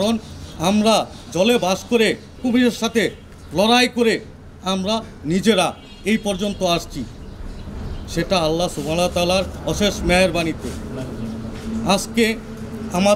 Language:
Bangla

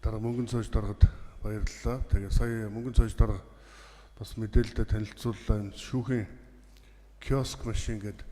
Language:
Mongolian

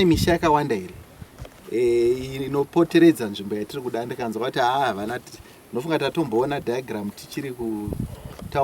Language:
Shona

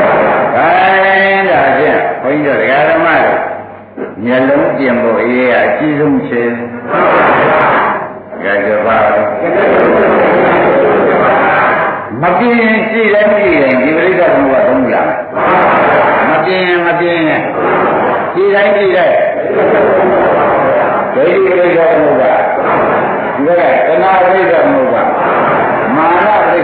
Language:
Burmese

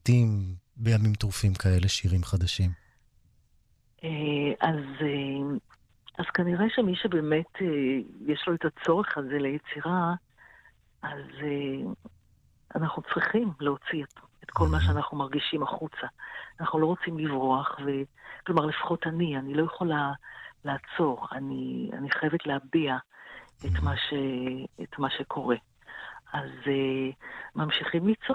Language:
Hebrew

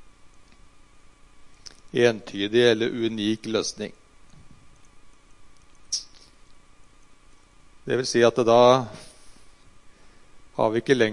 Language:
Norwegian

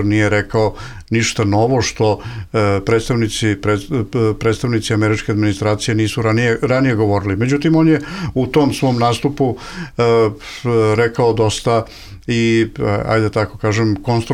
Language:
Bosnian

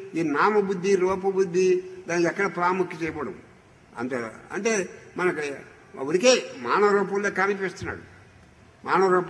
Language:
Telugu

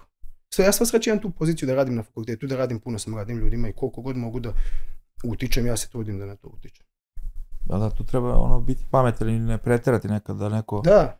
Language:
Serbian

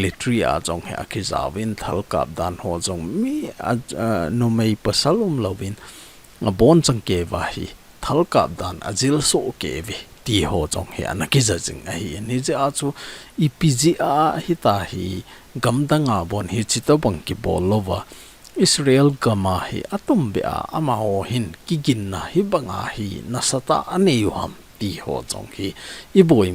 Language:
Thado Chin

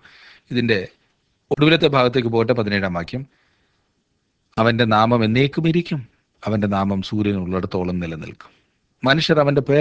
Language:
Malayalam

